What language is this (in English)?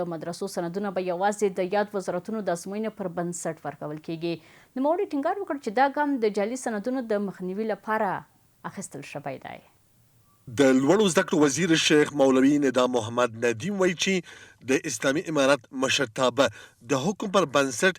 Pashto